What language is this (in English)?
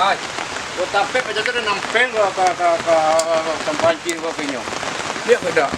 Minangkabau